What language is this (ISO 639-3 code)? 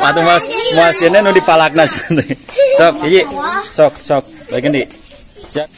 sun